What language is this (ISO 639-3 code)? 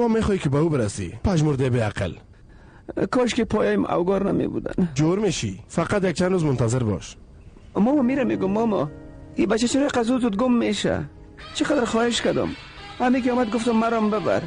fas